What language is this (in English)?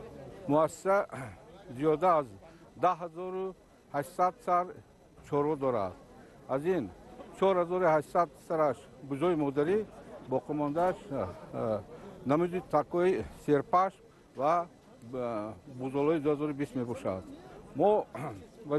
Tajik